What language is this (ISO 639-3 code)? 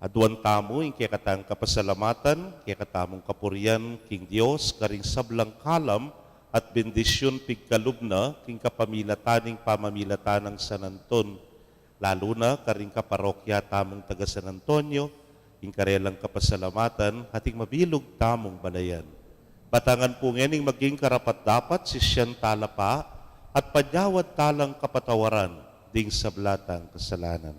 pam